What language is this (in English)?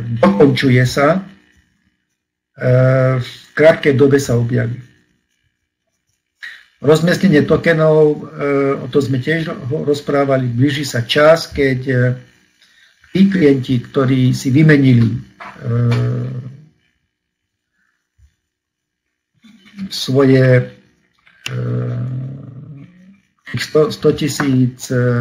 Slovak